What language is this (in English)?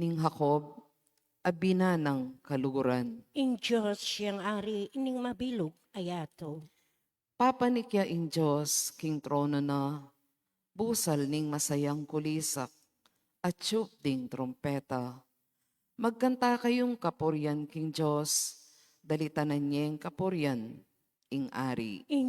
Pampanga